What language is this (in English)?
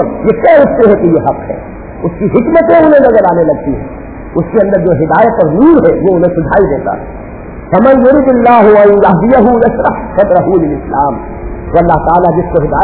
Urdu